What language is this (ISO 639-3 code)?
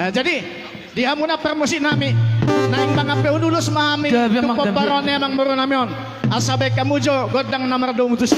bbc